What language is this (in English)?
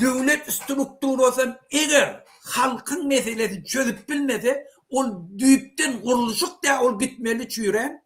Turkmen